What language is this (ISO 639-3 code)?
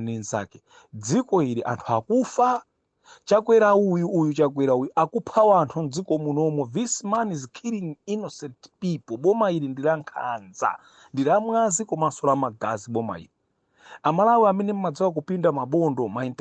nya